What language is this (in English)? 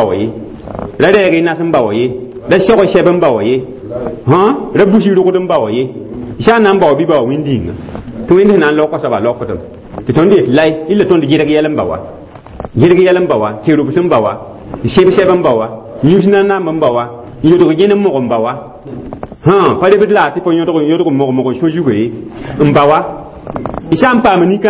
Mossi